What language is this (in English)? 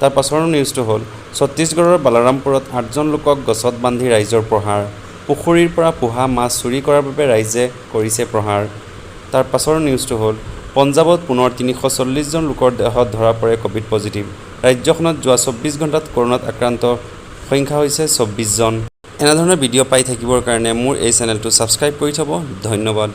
Assamese